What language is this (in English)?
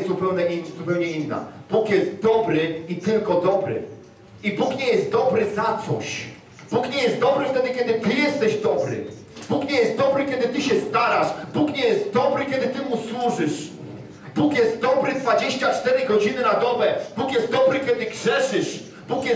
Polish